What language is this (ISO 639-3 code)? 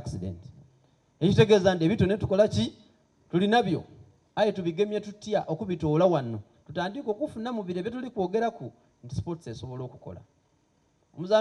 xog